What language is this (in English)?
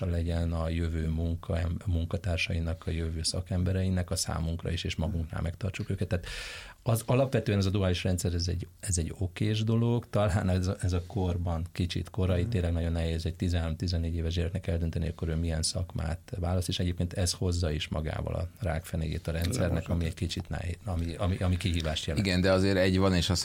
Hungarian